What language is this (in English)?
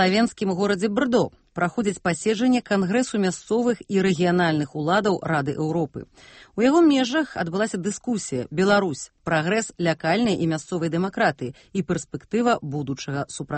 Belarusian